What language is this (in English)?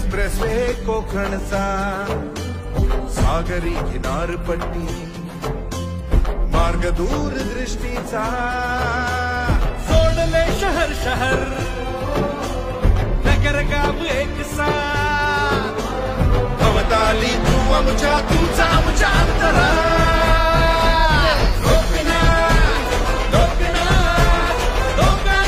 Marathi